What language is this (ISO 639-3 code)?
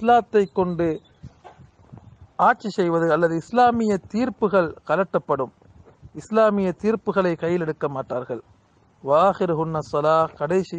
tam